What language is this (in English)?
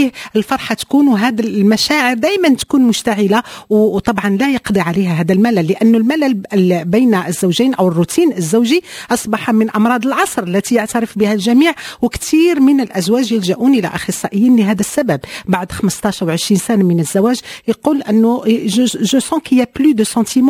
Moroccan Arabic